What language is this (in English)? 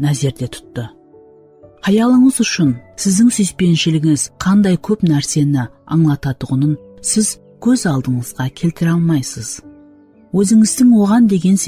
Kara-Kalpak